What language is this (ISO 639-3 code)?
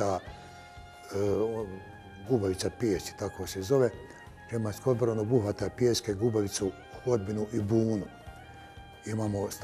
bos